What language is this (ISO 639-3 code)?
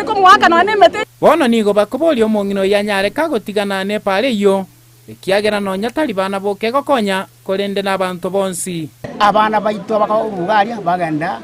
guz